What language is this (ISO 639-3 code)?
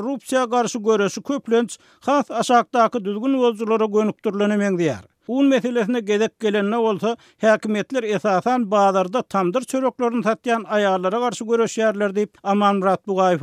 tuk